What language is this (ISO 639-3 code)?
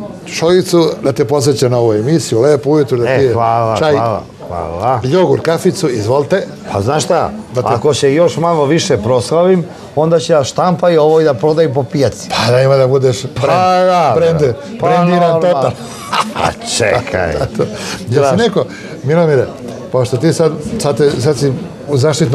srp